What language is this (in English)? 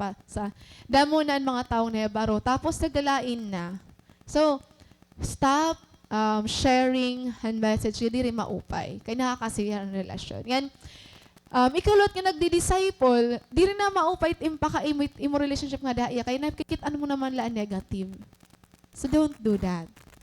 Waray